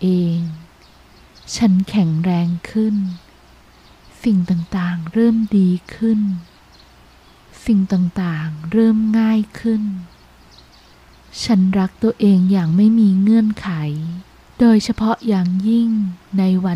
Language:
Thai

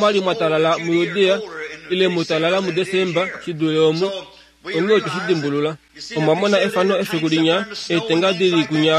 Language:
Kuanyama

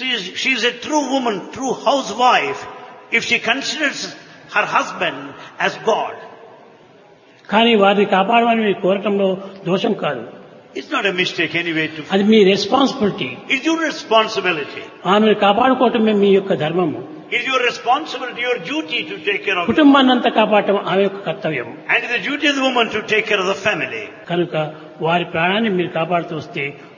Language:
Telugu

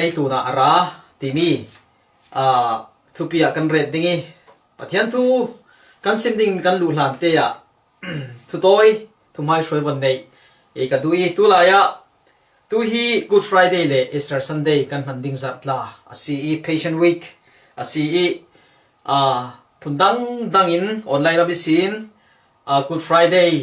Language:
Falam Chin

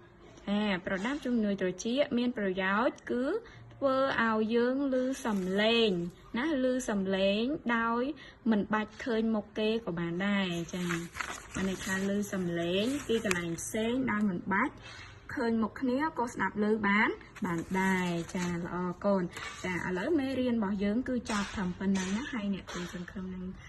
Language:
Khmer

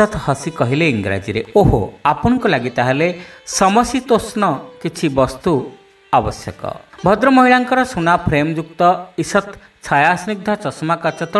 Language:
Odia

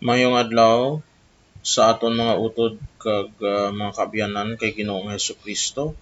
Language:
Hiligaynon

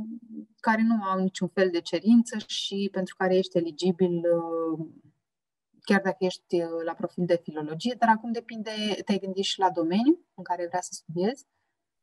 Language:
Romanian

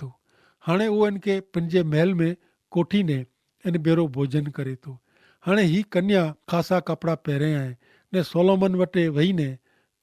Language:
Kachhi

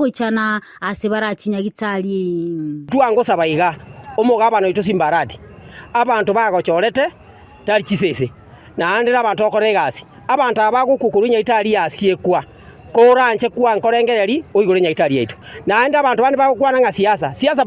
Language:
Gusii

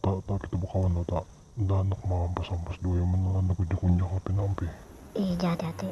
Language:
Banjar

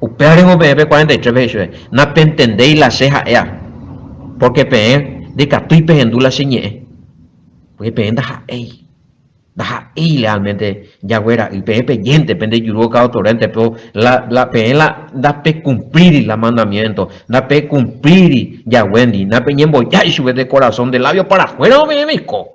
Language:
Guarani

